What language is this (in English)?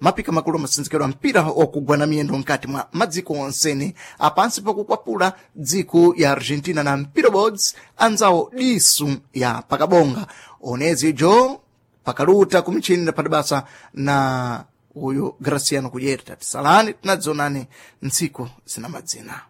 Sena